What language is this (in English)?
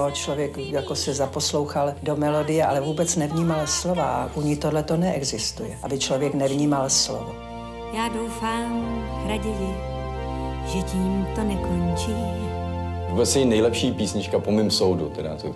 Czech